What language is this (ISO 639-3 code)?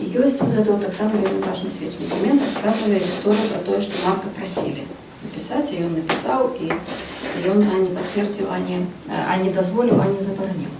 bel